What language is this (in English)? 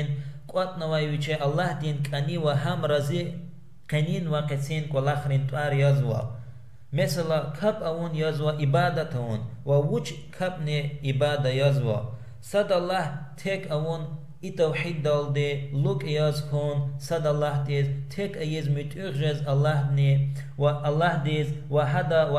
Lezghian